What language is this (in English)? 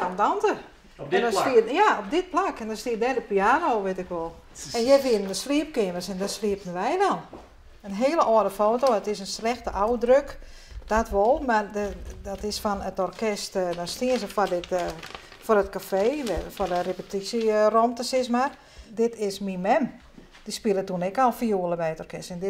Western Frisian